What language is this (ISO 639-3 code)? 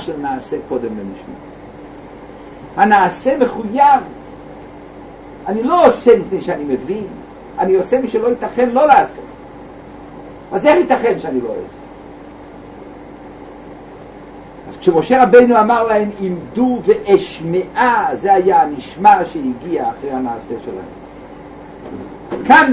heb